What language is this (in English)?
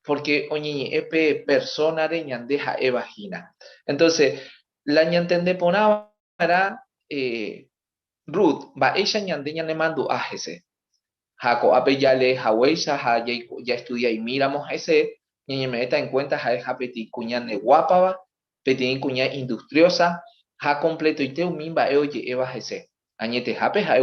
Guarani